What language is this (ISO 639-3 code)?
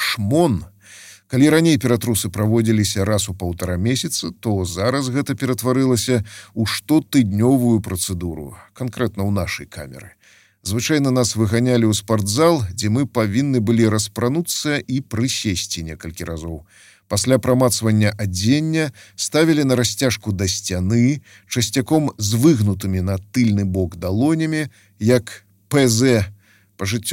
bel